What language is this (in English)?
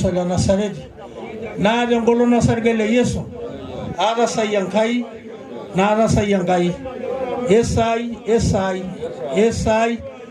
Masai